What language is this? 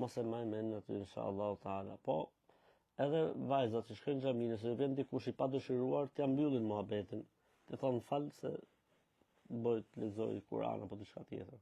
Albanian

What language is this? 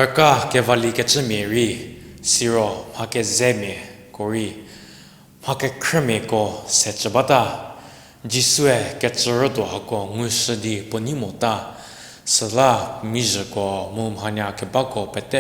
Angami Naga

